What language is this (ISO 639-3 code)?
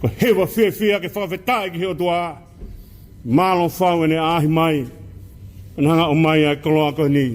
ton